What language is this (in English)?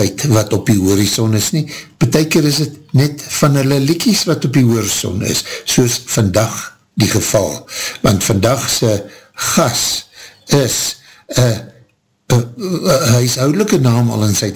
Afrikaans